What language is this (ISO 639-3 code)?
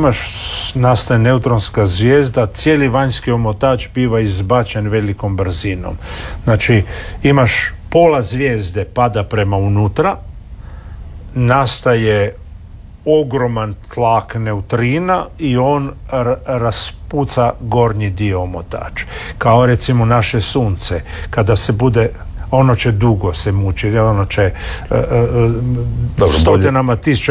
hrv